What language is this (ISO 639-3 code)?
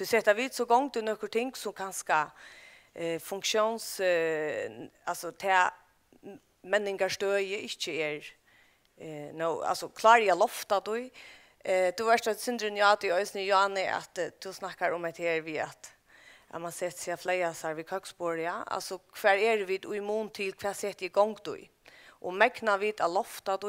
fao